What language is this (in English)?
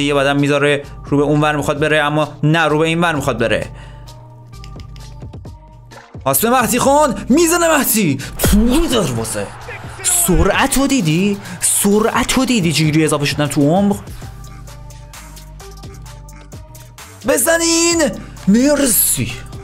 Persian